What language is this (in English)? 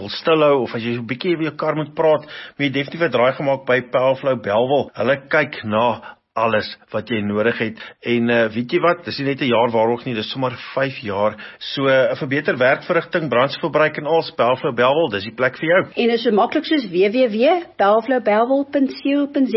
Afrikaans